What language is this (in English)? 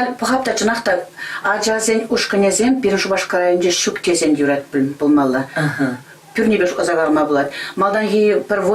Chuvash